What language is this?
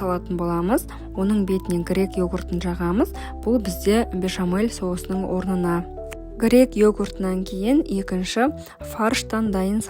Kazakh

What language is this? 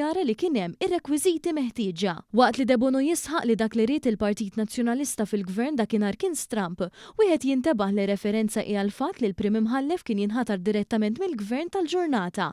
Maltese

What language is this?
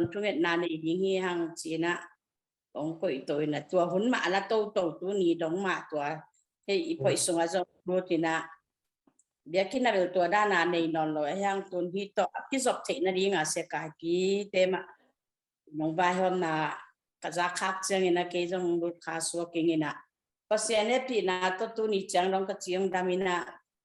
Tedim Chin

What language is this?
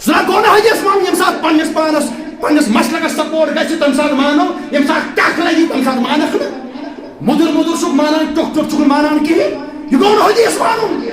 Kashmiri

